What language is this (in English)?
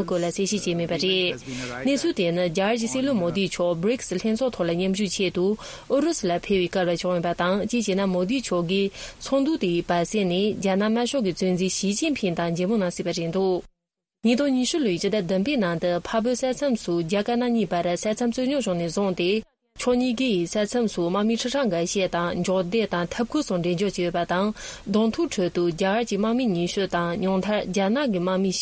Tibetan